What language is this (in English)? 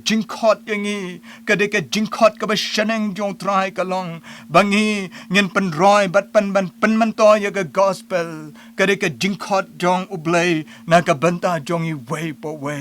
Khasi